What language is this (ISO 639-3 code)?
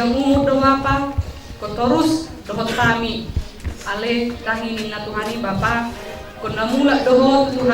bbc